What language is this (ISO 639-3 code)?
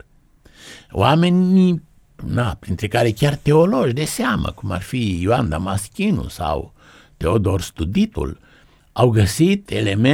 ron